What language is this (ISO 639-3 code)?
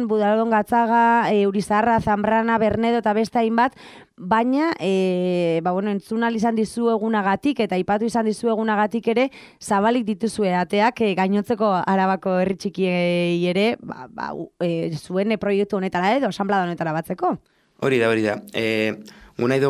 eus